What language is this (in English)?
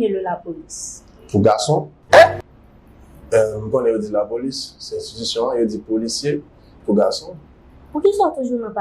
Haitian Creole